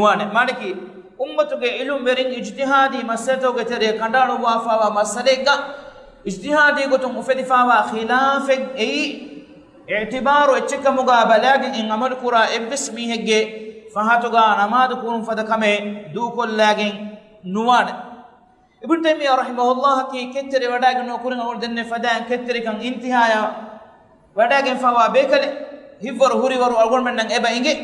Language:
Divehi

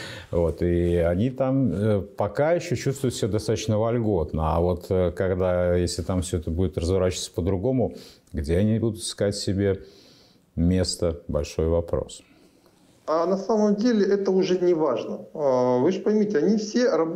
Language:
Russian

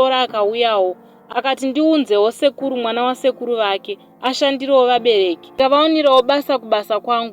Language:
Shona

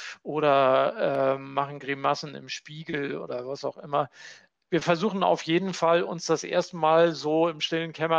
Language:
German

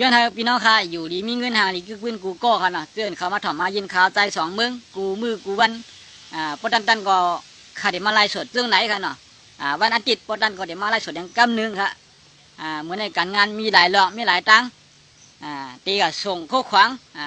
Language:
Shan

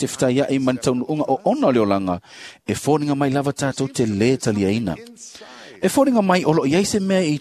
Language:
Samoan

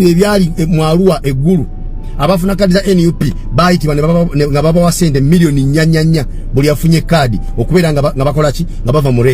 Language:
Ganda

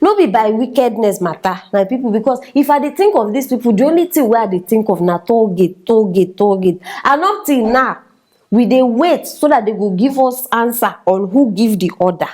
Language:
Nigerian Pidgin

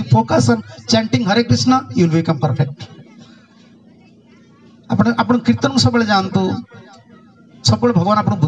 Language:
Odia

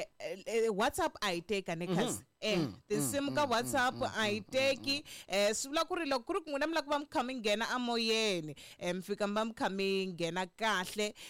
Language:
Tsonga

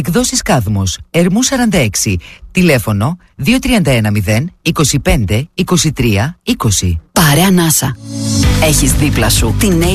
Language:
Greek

